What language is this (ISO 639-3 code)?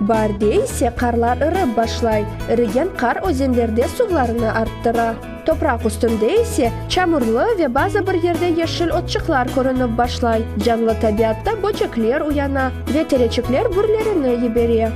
crh